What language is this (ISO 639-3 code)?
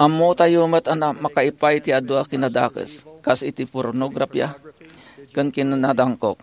ilo